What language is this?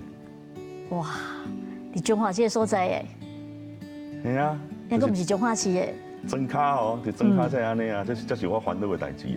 Min Nan Chinese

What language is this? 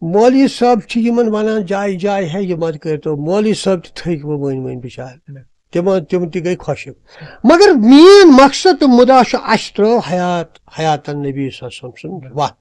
Kashmiri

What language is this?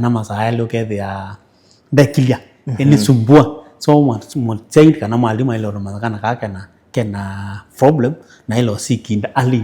Kamba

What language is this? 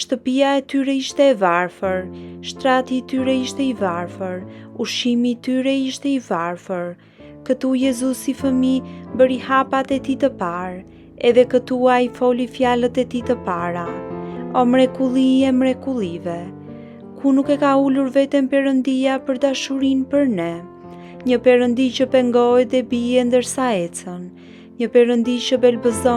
Albanian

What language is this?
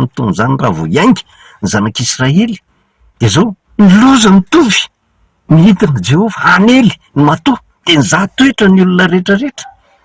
Malagasy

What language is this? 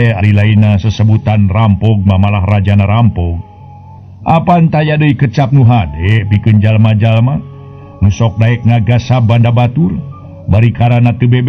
Sundanese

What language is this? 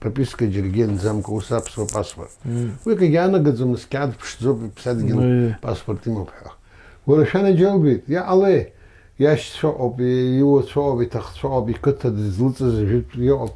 Abkhazian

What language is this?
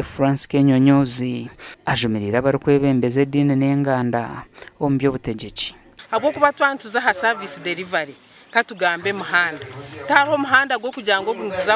Nyankole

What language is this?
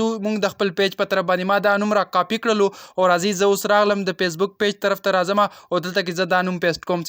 Pashto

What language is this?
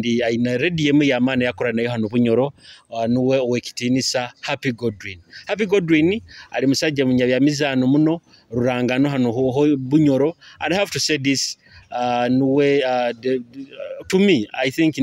Nyoro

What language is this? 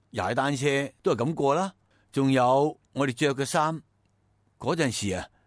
Cantonese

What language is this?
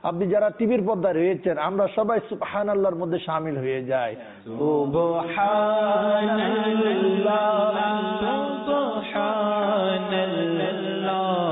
Bangla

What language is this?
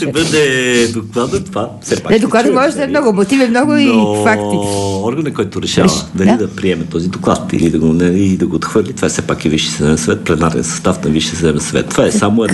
Bulgarian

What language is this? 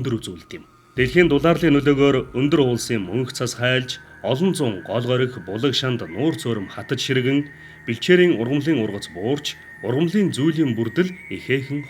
Mongolian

